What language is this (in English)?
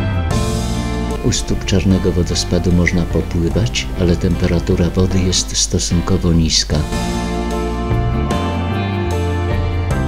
Polish